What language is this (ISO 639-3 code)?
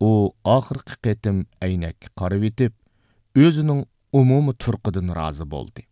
uig